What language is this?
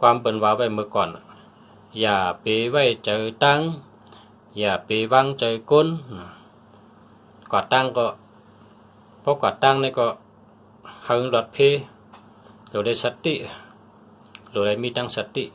Shan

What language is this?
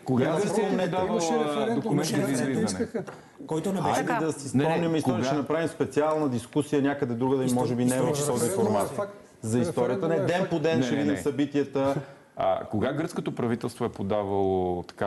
Bulgarian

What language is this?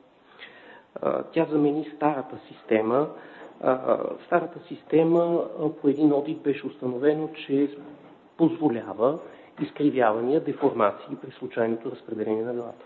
Bulgarian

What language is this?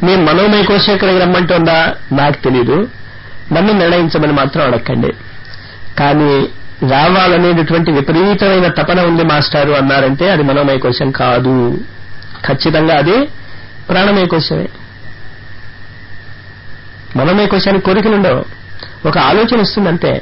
Telugu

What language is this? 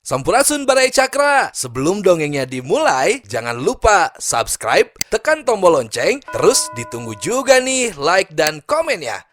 Sundanese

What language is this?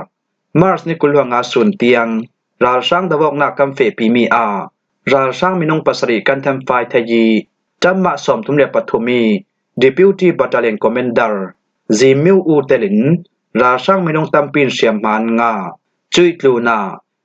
Falam Chin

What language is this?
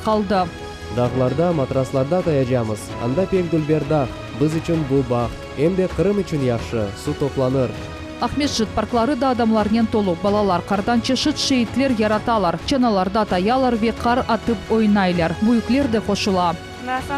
Crimean Tatar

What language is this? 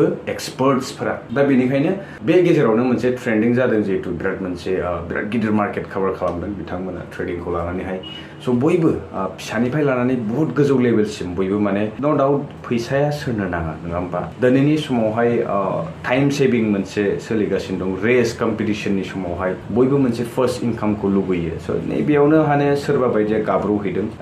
Bodo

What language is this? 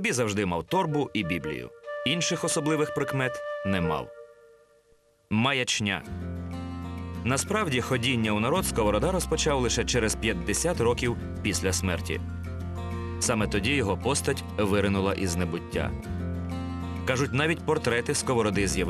Ukrainian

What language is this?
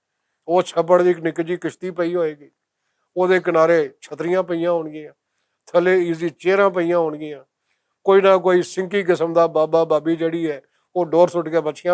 Western Panjabi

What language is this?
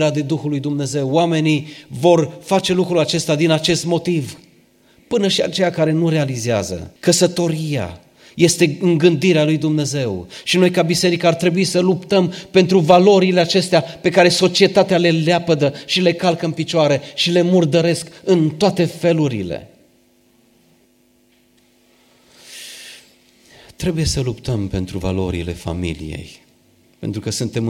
Romanian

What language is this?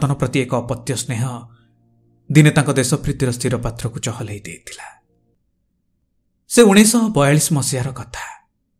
Odia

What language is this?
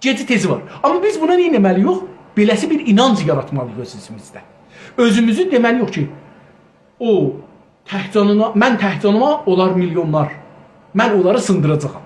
South Azerbaijani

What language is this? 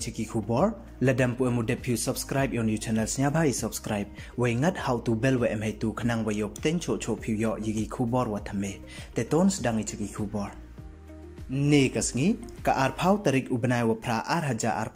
Pnar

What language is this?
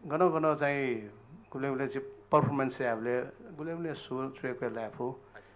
Newari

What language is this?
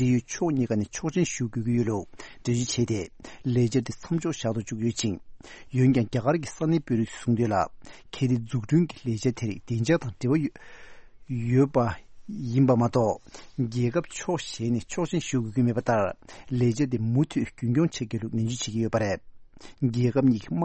Tibetan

